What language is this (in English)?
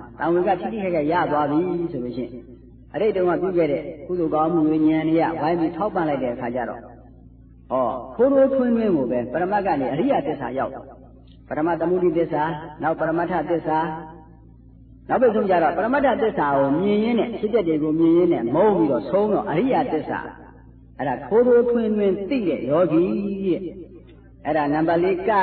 Burmese